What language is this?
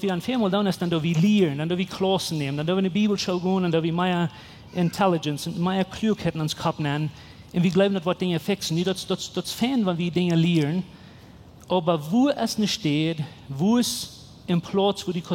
Plautdietsch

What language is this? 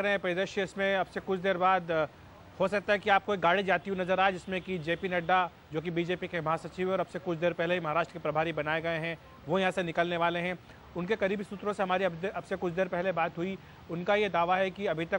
Hindi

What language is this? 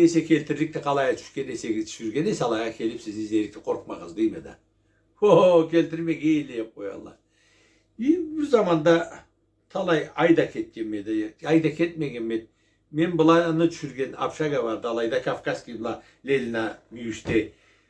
Karachay-Balkar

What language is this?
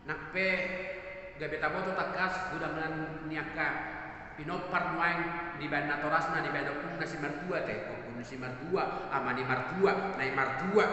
Batak Toba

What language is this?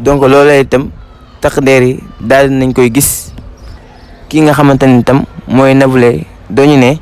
Wolof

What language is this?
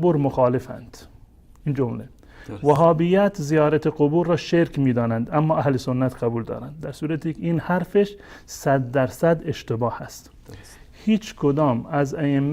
Persian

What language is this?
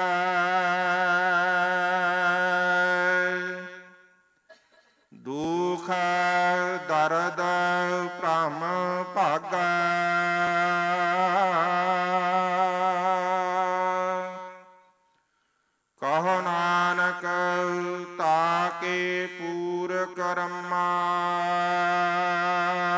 Punjabi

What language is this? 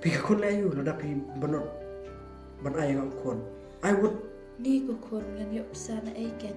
Khasi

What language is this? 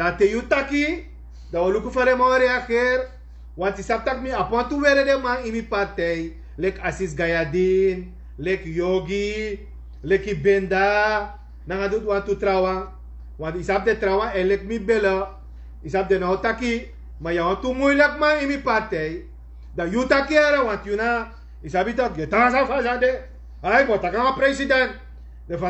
Sranan Tongo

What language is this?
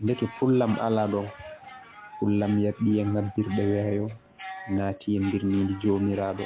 Fula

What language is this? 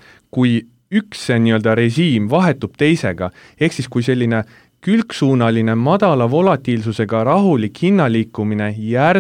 Estonian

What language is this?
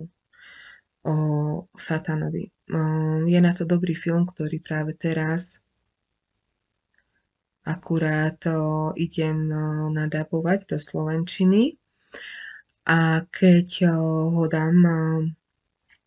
Slovak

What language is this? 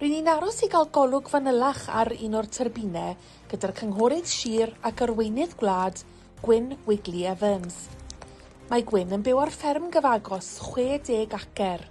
Welsh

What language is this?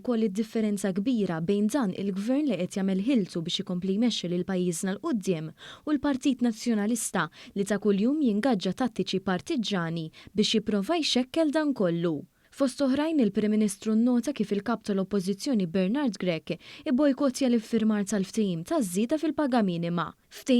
Maltese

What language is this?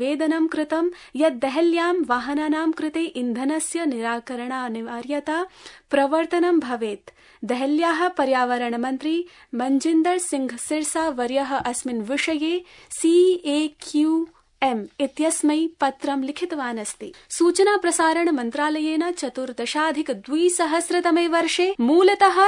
Sanskrit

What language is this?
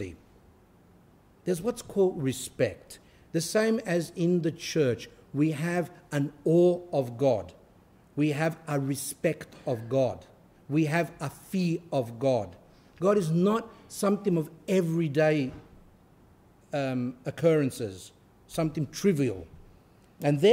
English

